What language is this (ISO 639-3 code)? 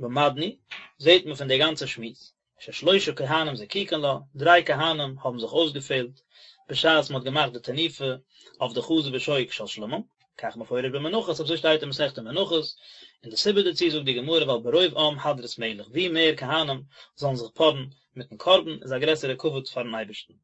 yid